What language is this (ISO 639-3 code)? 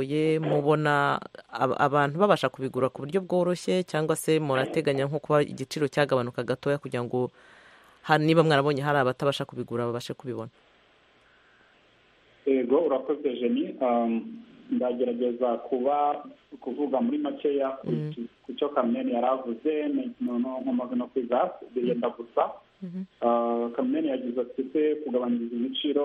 kin